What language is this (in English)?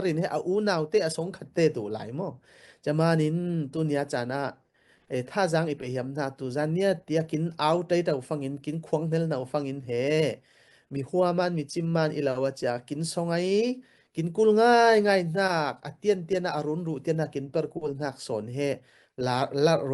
Falam Chin